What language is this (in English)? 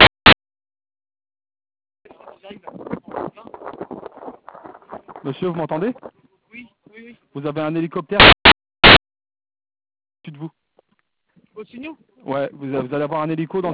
French